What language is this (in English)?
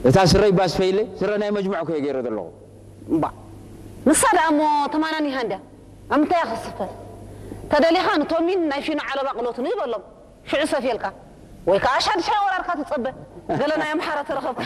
Tigrinya